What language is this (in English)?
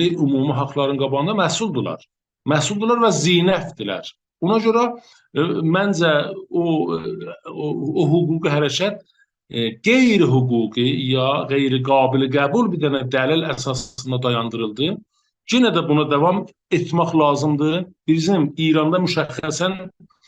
South Azerbaijani